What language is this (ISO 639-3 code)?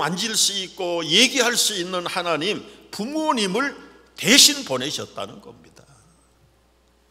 kor